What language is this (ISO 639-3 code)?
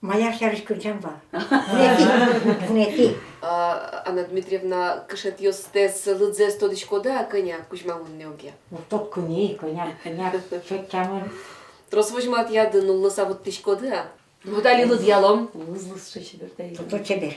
udm